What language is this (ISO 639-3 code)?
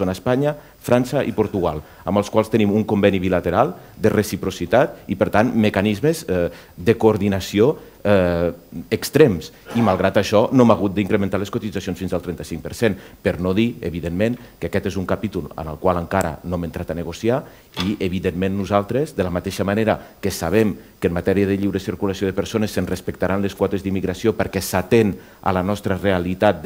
cat